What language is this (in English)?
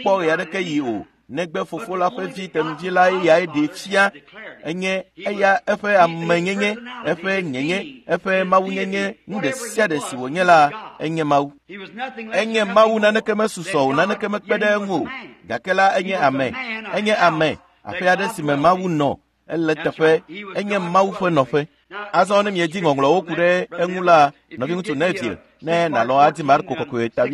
Ewe